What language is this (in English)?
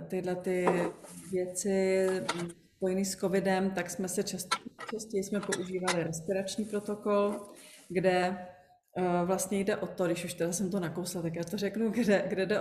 Czech